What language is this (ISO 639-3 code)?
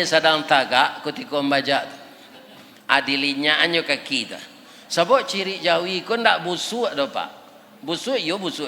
min